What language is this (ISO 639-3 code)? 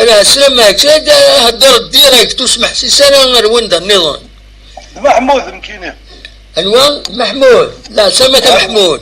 kab